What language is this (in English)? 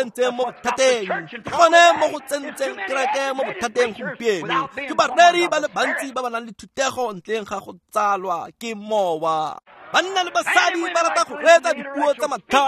Tswana